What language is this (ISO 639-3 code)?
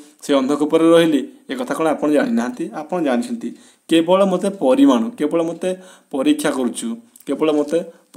ori